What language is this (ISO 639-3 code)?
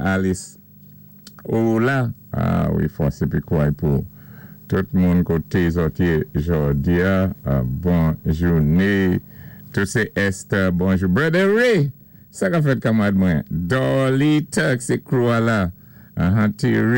acf